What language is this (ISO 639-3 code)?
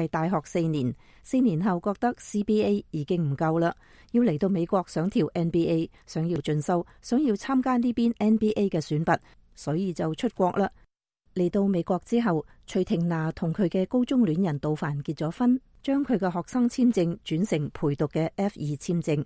yue